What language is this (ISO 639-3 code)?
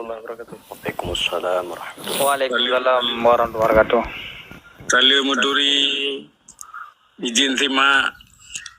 ace